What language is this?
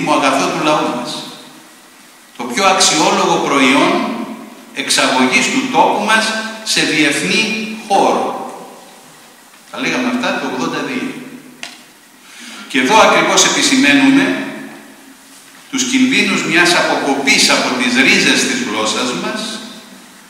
Greek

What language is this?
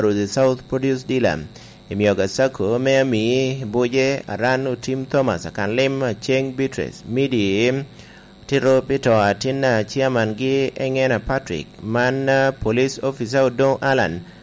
Lango (Uganda)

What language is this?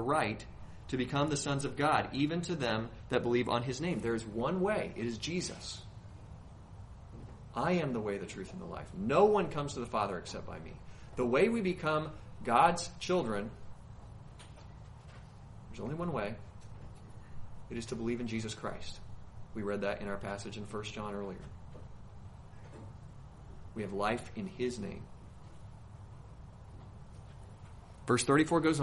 English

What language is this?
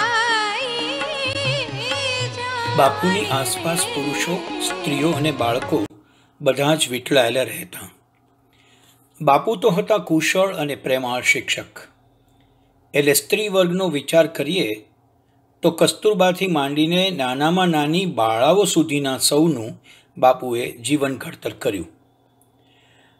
Gujarati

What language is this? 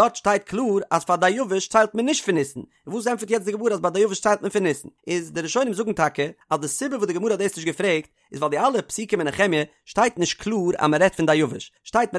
Yiddish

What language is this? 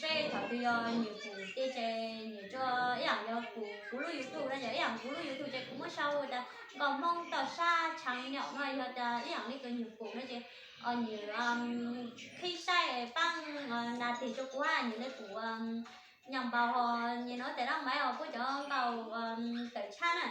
Hmong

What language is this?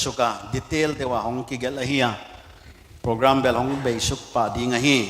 Paite Chin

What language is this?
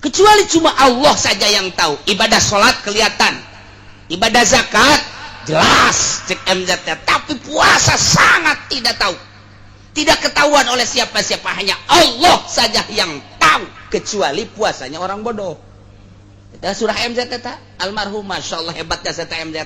Sundanese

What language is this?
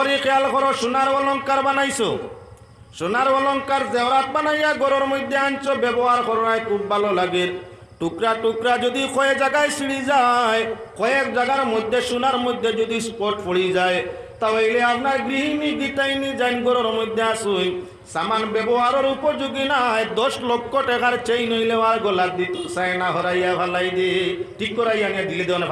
Sylheti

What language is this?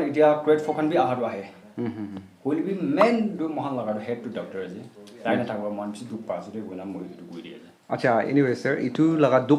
Naga Pidgin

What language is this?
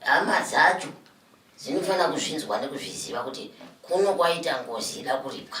Shona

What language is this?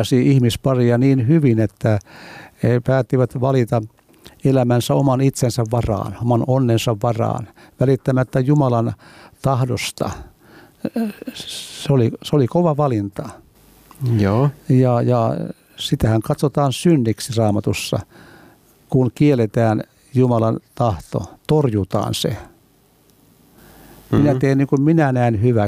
Finnish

